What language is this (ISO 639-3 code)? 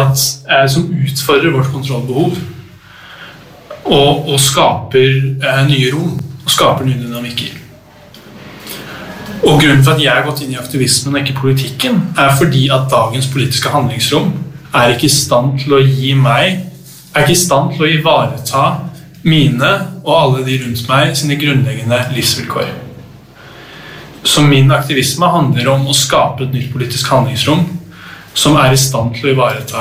nor